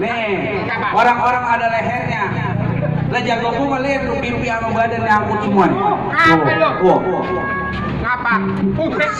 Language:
Betawi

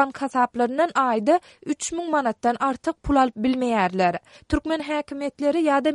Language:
Turkmen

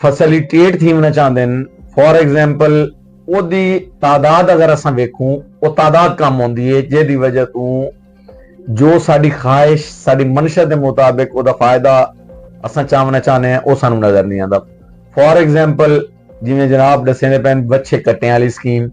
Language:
Saraiki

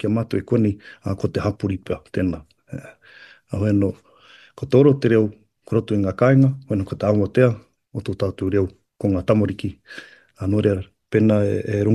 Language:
Māori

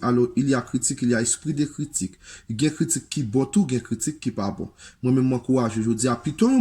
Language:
Haitian Creole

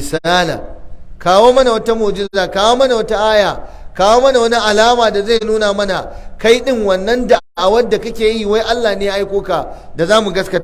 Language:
Hausa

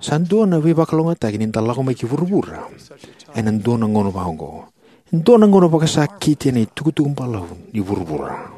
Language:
Fijian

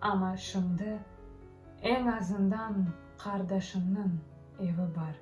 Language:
Crimean Tatar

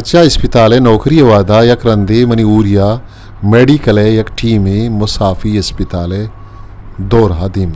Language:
Eastern Balochi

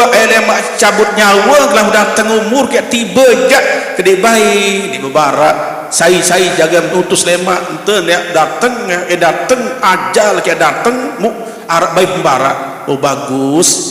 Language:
Sasak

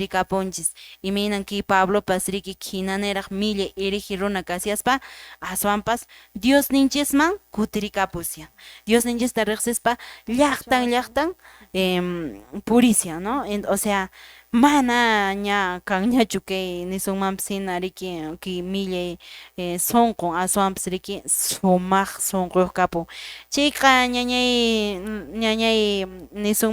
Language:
Quechua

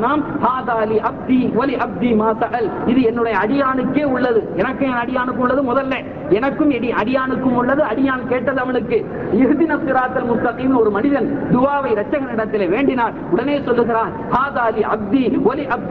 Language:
Tamil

